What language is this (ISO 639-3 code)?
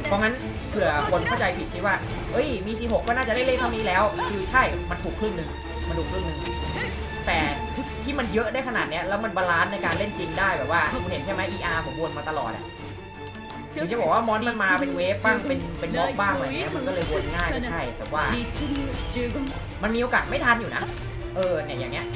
tha